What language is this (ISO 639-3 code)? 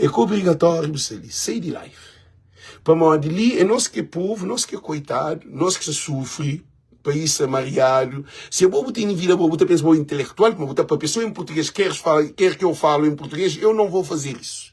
kea